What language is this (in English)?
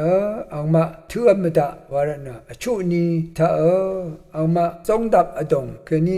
Rawang